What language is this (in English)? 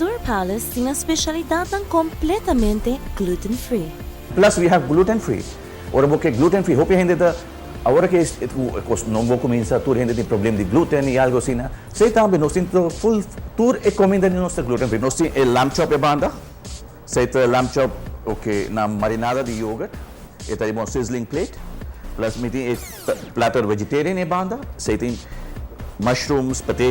Papiamento